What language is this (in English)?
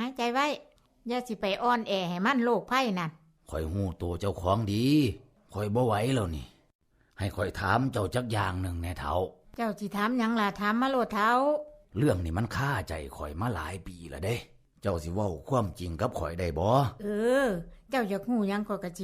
Lao